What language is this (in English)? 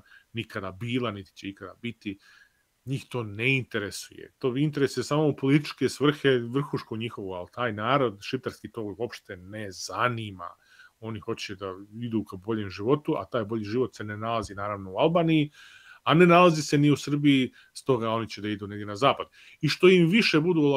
Serbian